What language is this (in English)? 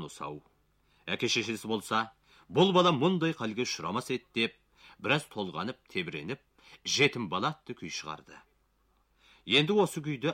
Kazakh